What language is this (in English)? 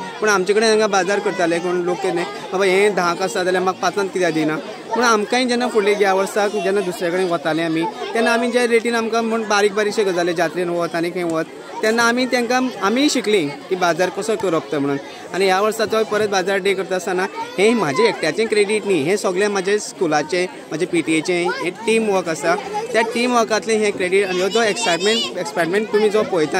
Konkani